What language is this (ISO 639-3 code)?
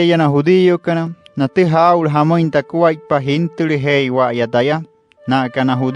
guc